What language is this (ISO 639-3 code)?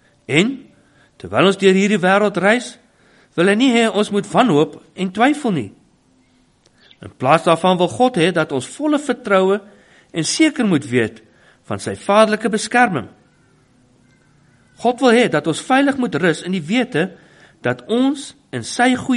afr